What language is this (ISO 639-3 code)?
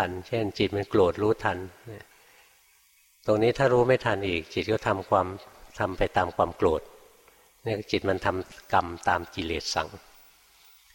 tha